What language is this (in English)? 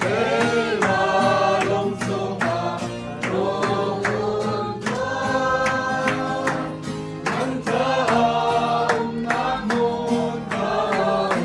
Hakha Chin